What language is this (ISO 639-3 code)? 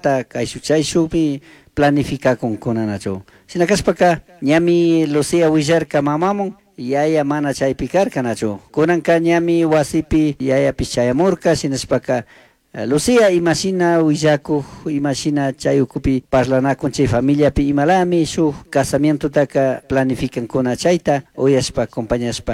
qug